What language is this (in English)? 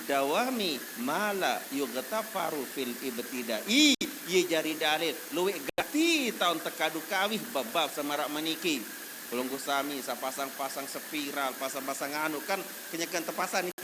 Sasak